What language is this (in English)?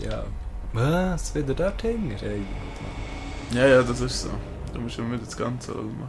Swiss German